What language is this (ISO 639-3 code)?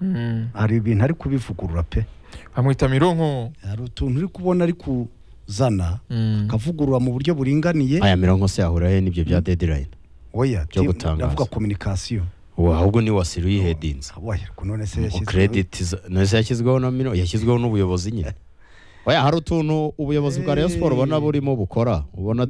kin